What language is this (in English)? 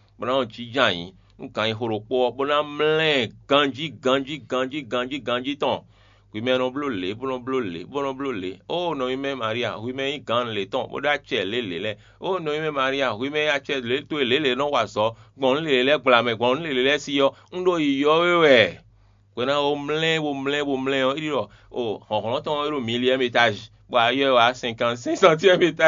Fon